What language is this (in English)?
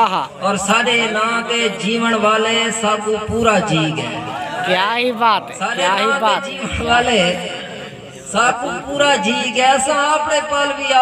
Saraiki